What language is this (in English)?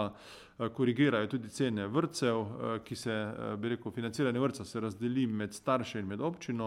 Slovenian